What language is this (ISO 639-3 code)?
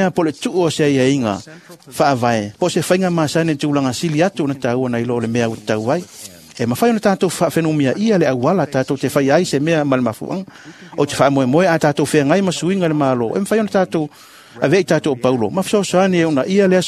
smo